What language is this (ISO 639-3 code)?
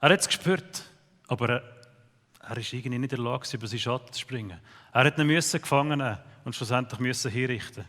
gsw